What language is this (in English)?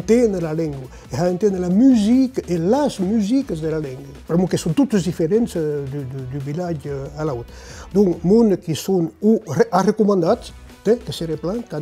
Occitan